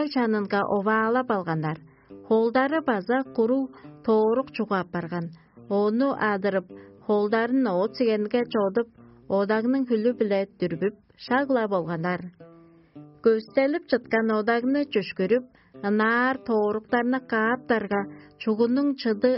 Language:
Tuvinian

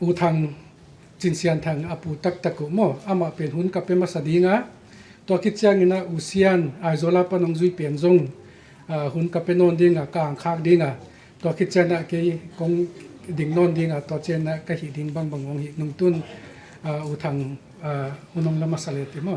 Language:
Tedim Chin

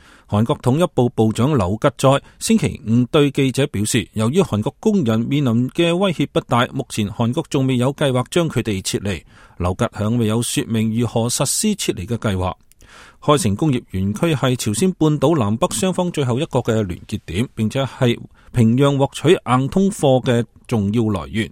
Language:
Cantonese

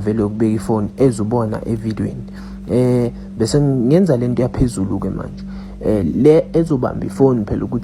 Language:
Zulu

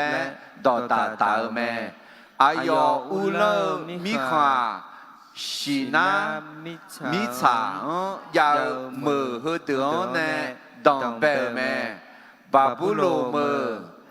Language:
Akha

